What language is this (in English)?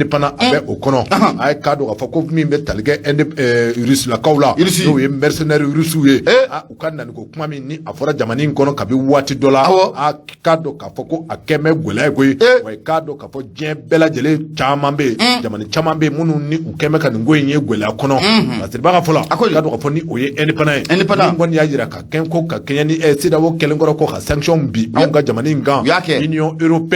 Bambara